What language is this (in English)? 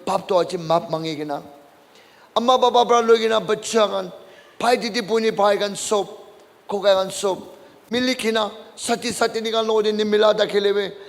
Naga Pidgin